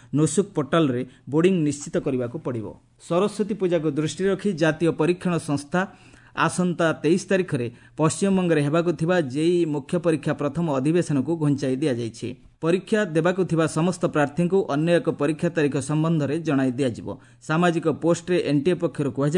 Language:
Odia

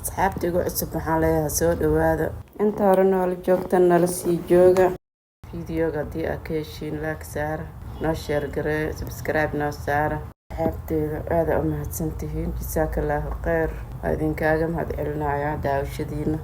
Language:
Somali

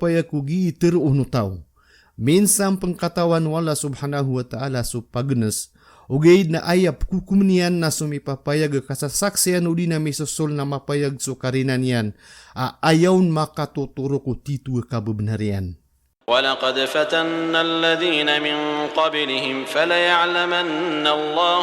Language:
Maranao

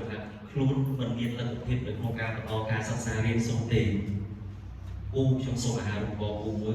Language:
Khmer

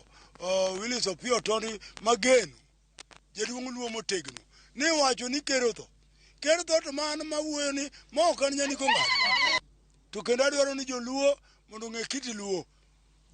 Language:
Luo (Kenya and Tanzania)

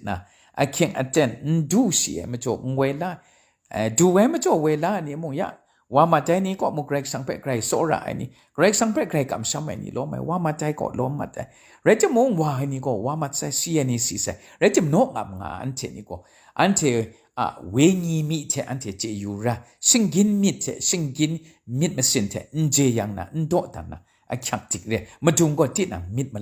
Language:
Kachin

